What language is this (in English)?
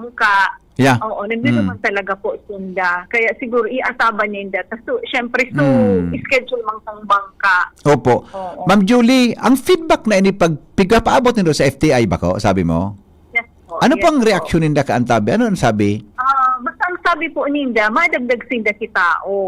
Bikol